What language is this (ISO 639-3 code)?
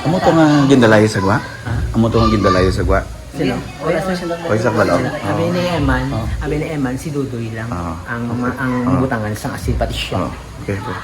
hil